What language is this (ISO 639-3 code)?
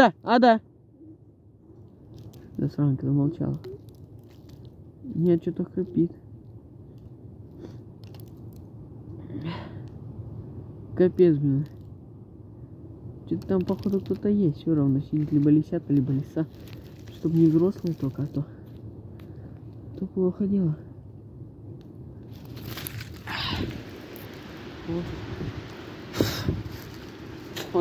rus